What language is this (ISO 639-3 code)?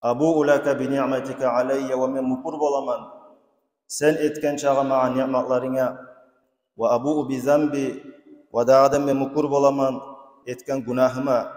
kum